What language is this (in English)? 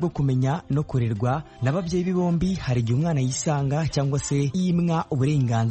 Kinyarwanda